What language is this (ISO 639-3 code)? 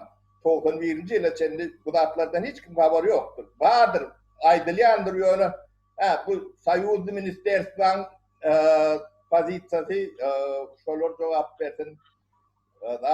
tuk